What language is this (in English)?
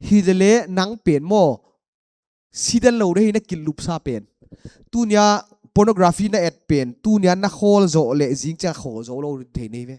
Paite Chin